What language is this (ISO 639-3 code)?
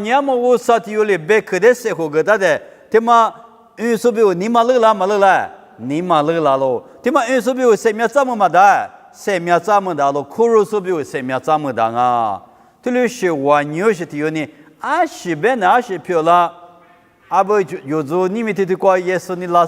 lis